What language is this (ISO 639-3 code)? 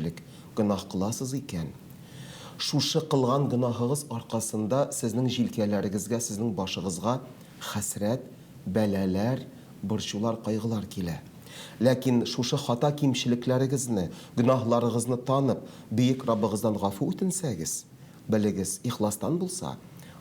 tat